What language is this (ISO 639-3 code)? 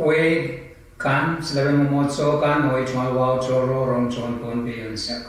pon